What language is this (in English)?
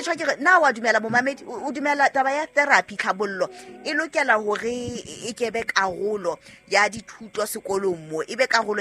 Southern Sotho